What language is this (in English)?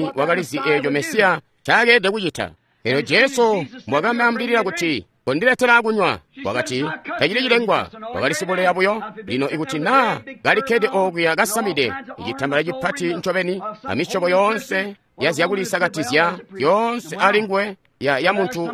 Tonga (Zambia)